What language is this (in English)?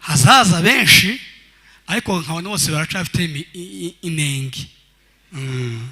Rundi